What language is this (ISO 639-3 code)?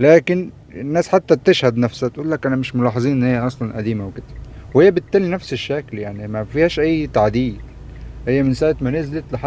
arz